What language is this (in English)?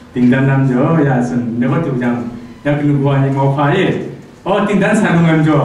Kachin